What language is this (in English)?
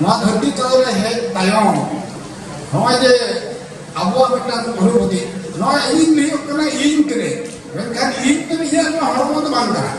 Santali